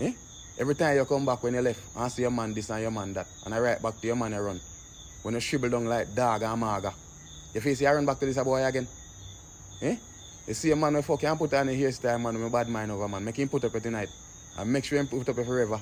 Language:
Jamaican Creole English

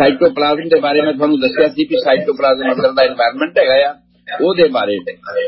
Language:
Punjabi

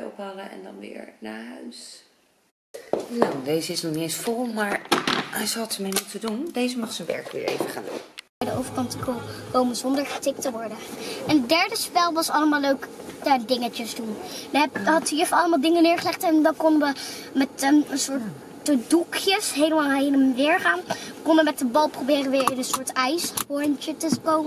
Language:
Dutch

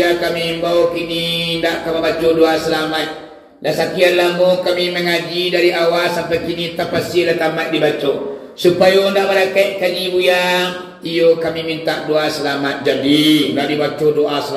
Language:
Minangkabau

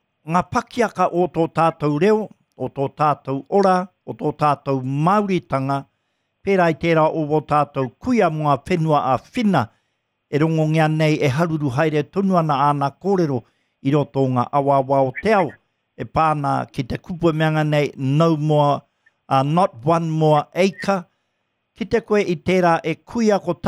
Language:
Māori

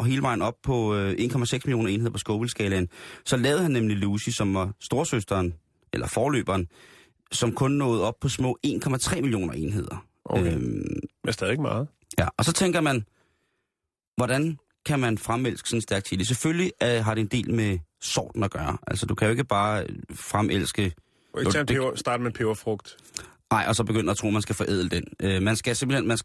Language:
Danish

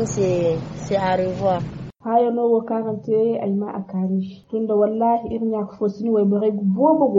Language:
Zarma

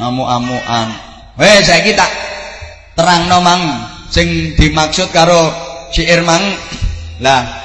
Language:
Javanese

